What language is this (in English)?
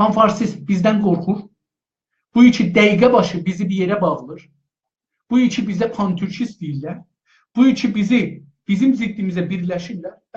South Azerbaijani